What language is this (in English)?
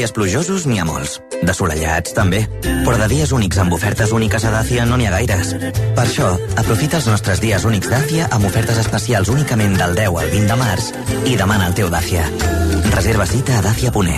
Catalan